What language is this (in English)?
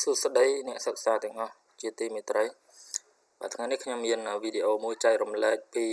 Khmer